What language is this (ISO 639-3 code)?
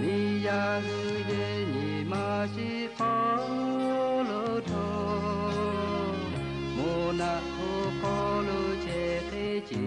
lhu